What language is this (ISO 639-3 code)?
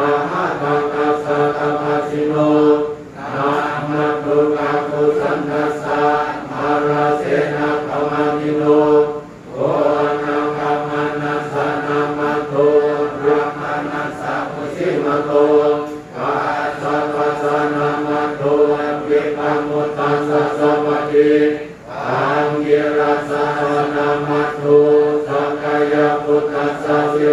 pli